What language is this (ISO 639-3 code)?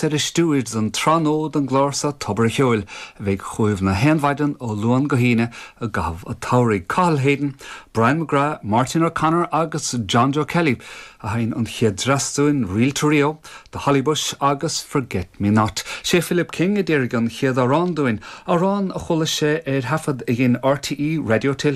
gle